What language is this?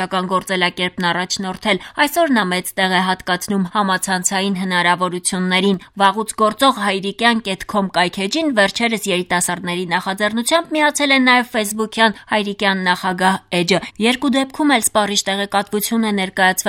Armenian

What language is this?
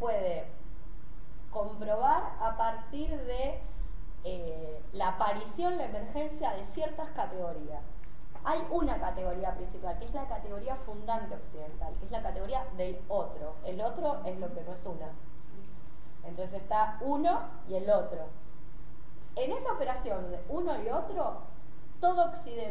Spanish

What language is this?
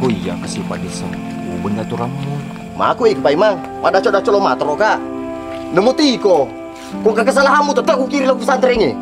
Buginese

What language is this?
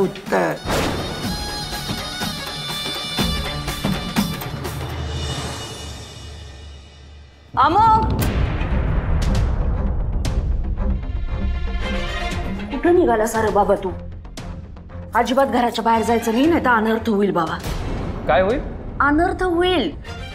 Marathi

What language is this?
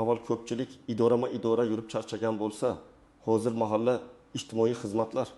Uzbek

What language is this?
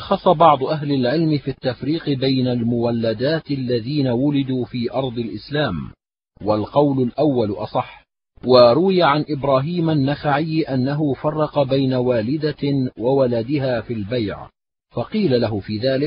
Arabic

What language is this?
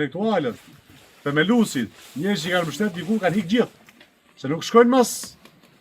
Albanian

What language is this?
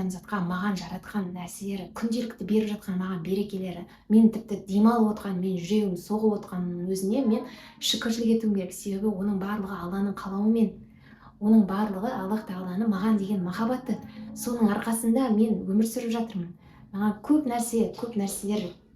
Kazakh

